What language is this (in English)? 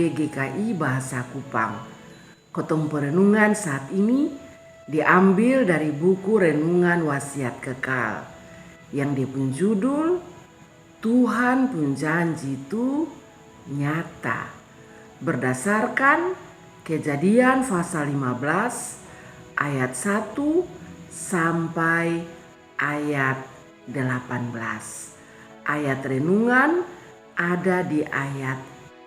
Kupang Malay